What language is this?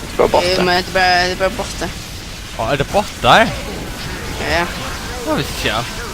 Faroese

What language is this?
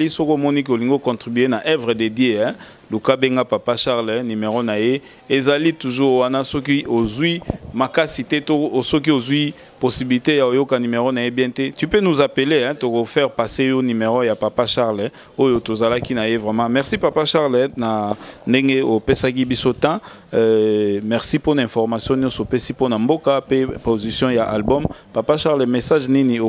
Lingala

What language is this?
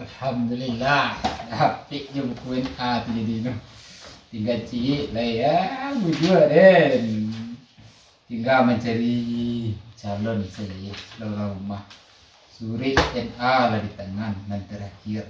Minangkabau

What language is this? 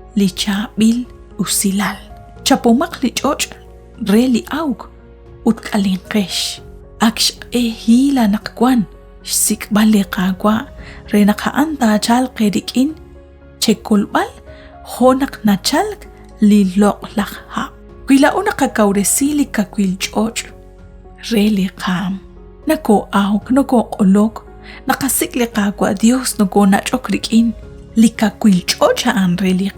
Kekchí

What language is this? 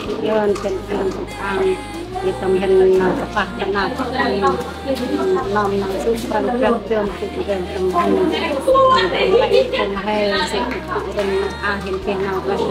Central Mnong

